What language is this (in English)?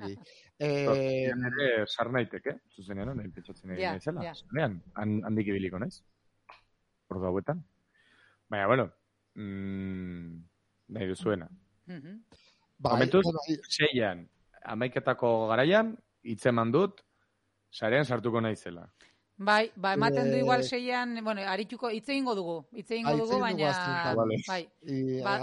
Basque